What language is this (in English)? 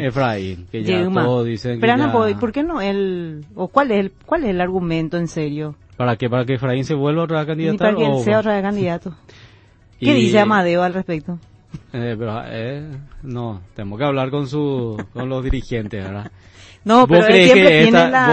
Spanish